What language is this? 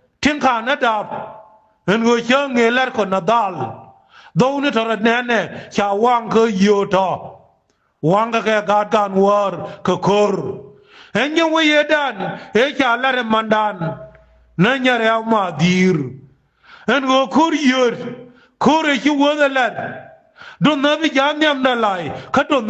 Nuer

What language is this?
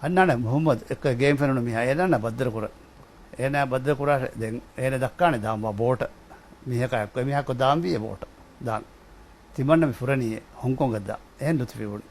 Divehi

